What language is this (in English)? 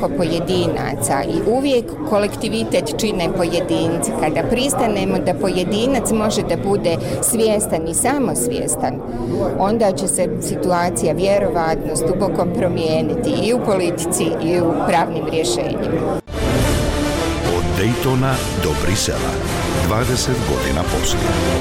Bosnian